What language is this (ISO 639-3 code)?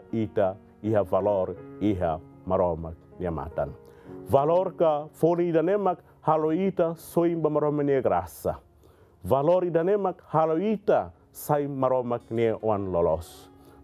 tet